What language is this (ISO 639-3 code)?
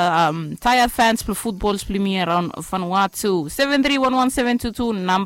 bis